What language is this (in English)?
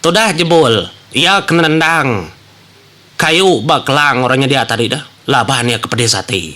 Iban